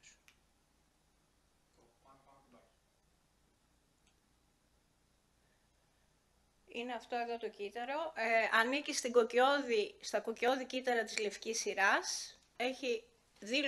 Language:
Greek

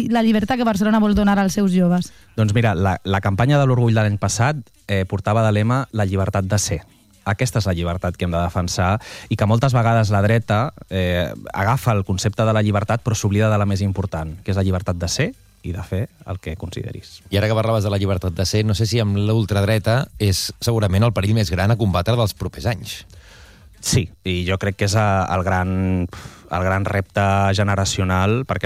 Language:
Catalan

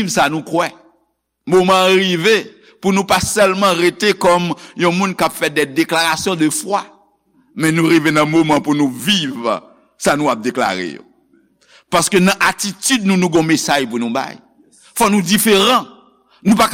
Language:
Haitian Creole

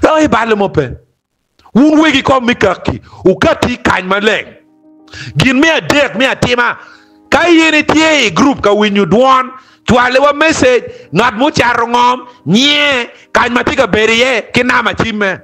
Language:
Acoli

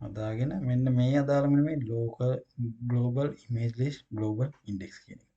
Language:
Sinhala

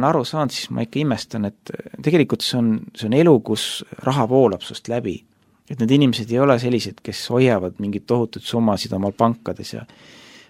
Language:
Estonian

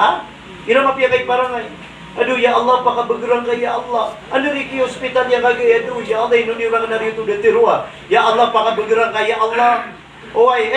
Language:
Maranao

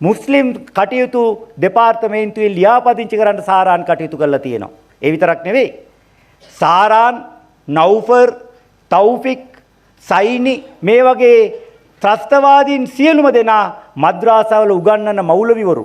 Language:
Sinhala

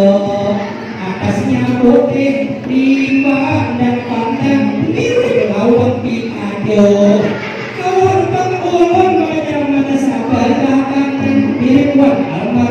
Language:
Banjar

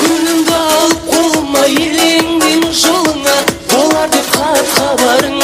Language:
Kara-Kalpak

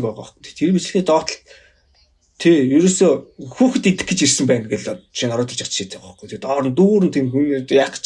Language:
Mongolian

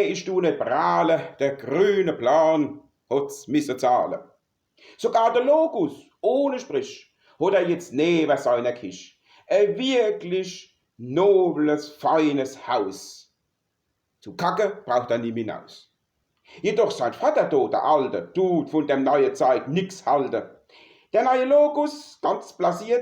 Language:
Palatine German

